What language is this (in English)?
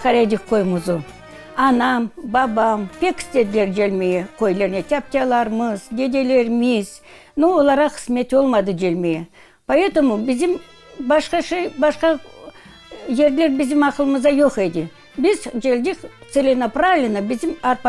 Crimean Tatar